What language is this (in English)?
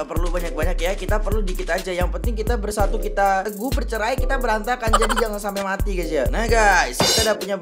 Indonesian